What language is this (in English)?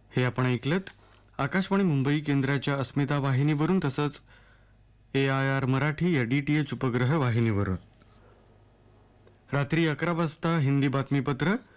Marathi